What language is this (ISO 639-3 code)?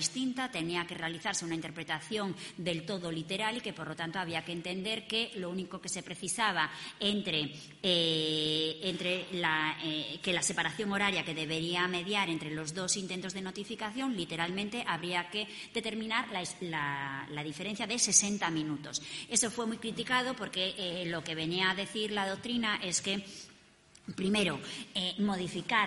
spa